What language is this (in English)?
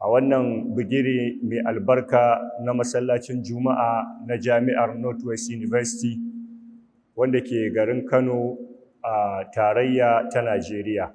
Hausa